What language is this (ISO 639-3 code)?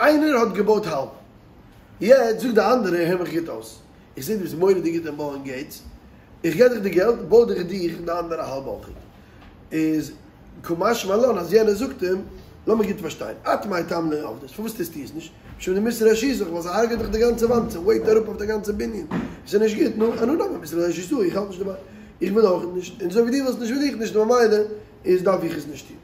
yid